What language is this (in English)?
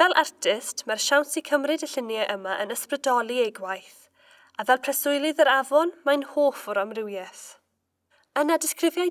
Welsh